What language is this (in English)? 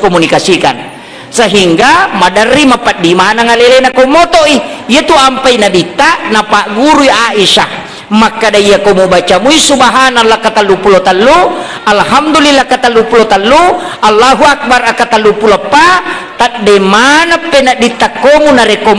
Buginese